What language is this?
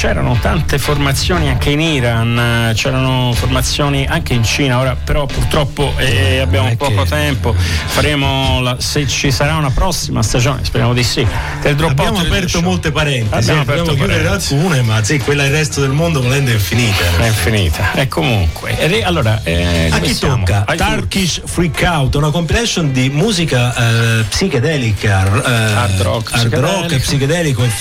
Italian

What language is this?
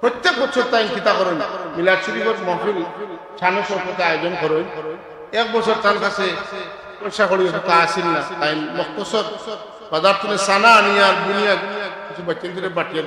Sylheti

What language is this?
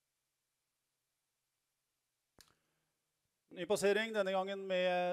Norwegian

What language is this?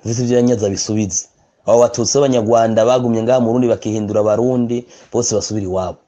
Rundi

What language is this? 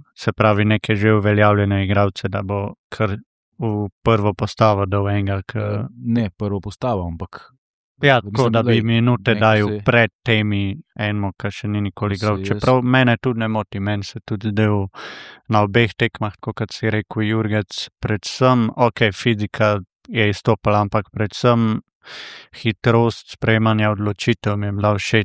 Slovenian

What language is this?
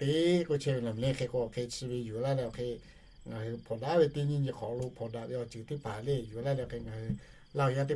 Lahu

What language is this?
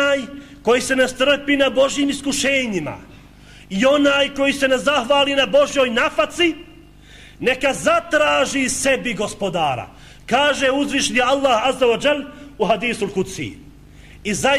Bosnian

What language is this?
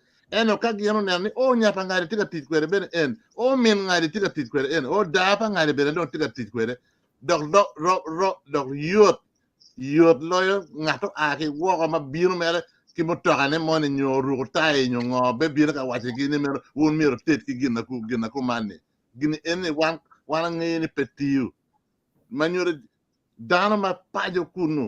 Acoli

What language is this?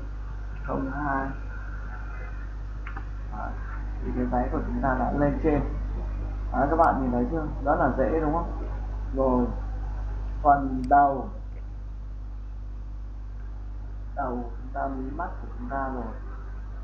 Vietnamese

